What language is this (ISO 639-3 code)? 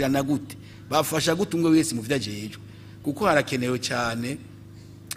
run